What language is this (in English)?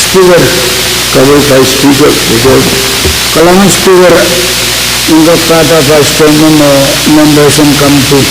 Pohnpeian